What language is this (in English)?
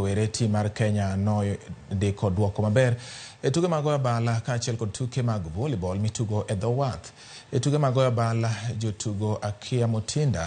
Luo (Kenya and Tanzania)